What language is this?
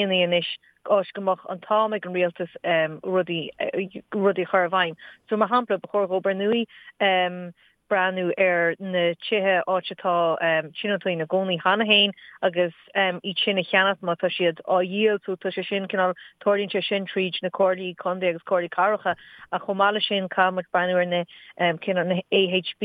Irish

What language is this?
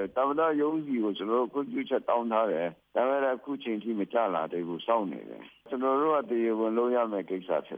Burmese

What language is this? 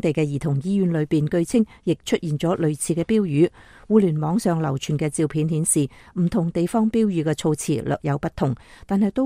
Cantonese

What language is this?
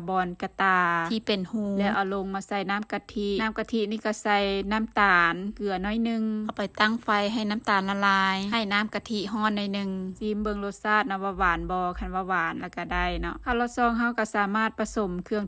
Lao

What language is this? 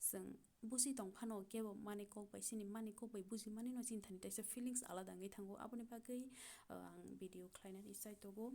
Kok Borok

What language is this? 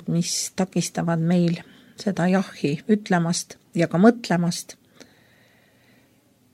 Estonian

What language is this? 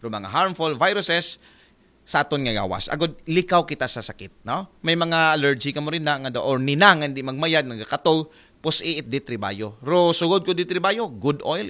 Aklanon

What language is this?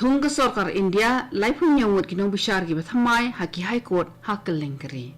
Khasi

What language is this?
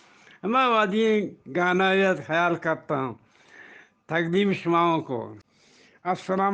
Eastern Balochi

